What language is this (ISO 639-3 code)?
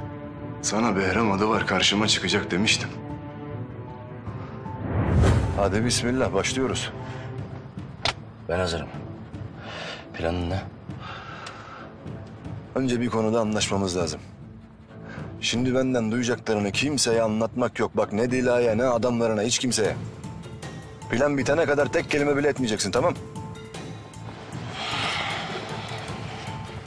tur